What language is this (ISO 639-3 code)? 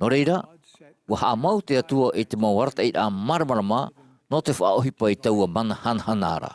tah